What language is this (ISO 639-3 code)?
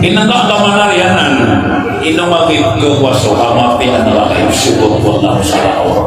mrw